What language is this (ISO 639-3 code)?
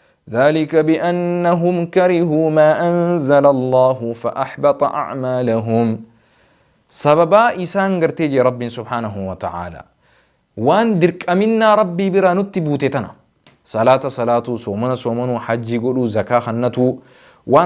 orm